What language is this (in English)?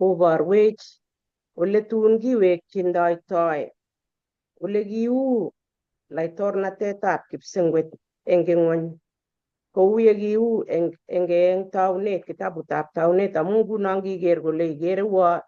Kalenjin